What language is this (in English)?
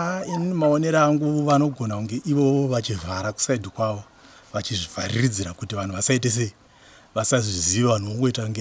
Shona